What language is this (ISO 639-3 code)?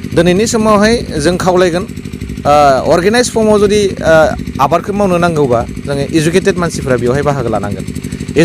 brx